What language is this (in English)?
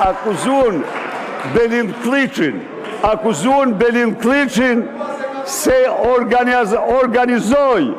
Albanian